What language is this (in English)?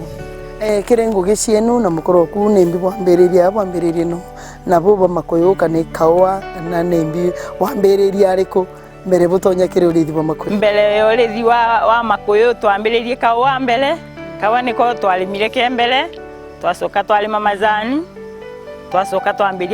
Meru